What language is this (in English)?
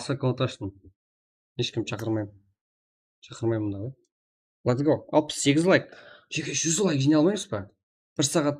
Kara-Kalpak